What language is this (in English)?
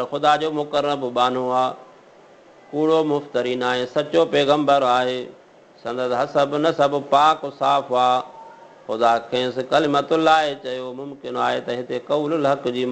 Sindhi